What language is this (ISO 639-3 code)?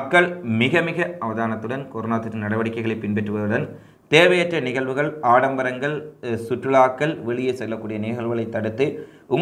tam